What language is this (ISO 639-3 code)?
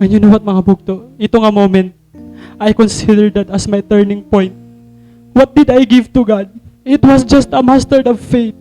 war